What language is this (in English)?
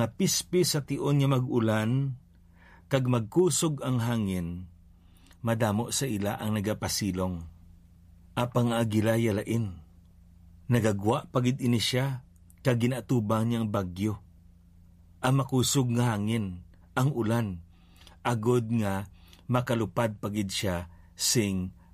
Hiligaynon